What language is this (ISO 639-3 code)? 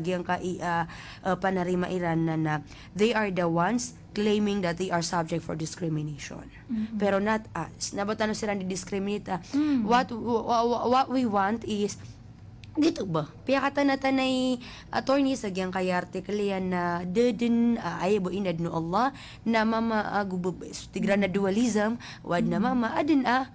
mrw